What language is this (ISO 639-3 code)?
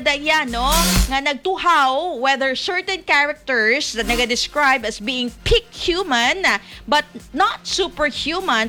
hil